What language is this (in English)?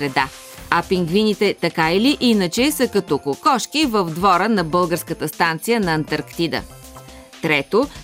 Bulgarian